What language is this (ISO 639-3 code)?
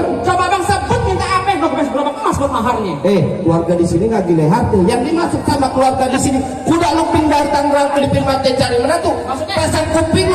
bew